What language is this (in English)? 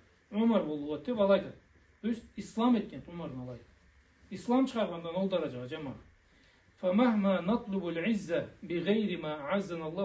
Karachay-Balkar